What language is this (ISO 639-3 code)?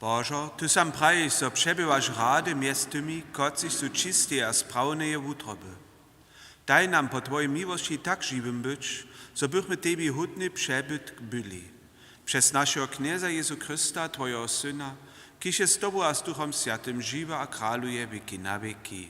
hsb